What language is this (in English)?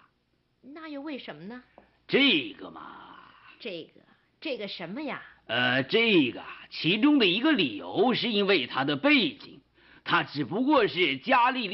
Chinese